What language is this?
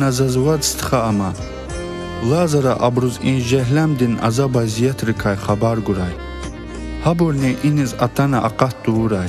Lezghian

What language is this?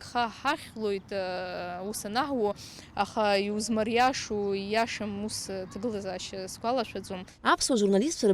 Abkhazian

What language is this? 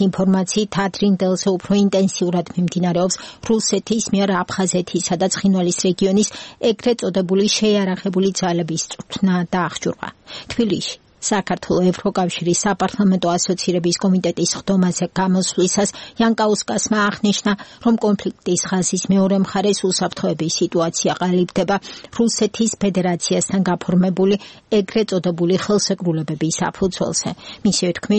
Georgian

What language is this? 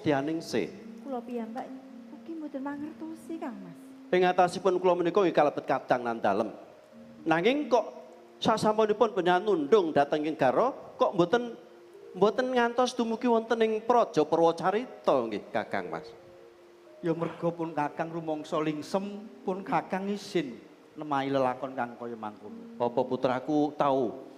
Javanese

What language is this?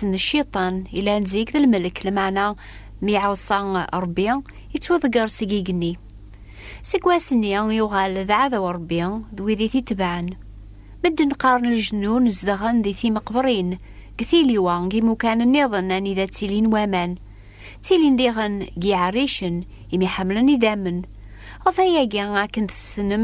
Kabyle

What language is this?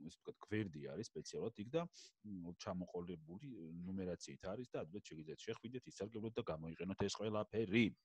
Georgian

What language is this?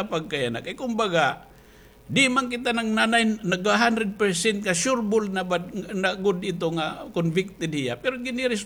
Waray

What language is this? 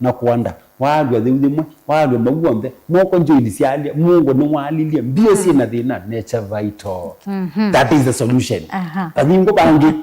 Kamba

